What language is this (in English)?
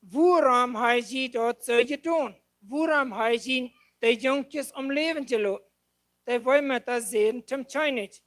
Plautdietsch